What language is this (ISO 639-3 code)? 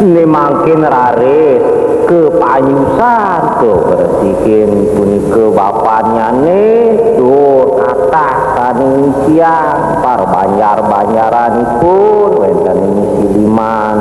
ban